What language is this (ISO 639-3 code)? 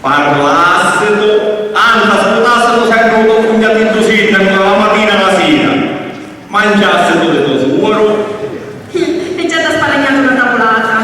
scn